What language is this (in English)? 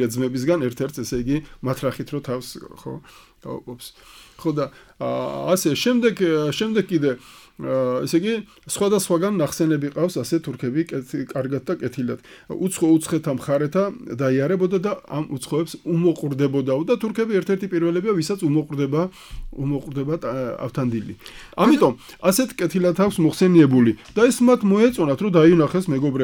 Georgian